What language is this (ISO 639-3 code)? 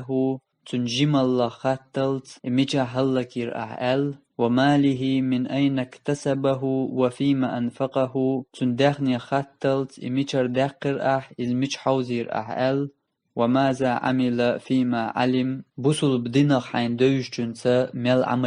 che